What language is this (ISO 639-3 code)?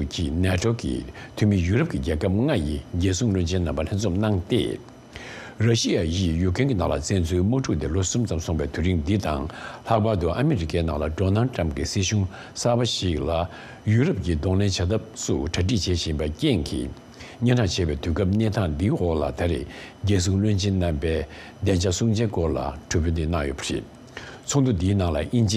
bod